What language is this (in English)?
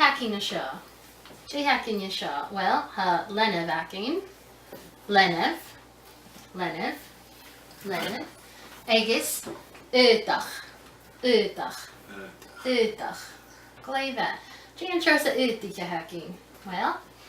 Scottish Gaelic